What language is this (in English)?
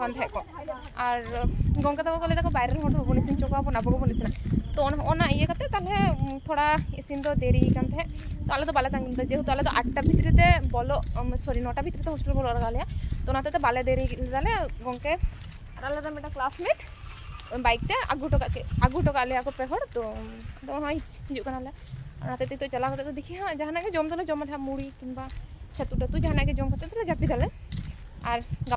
Santali